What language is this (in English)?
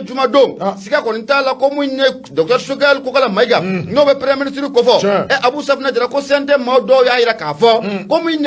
Bambara